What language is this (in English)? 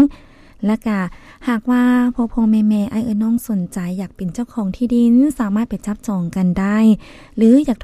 Lao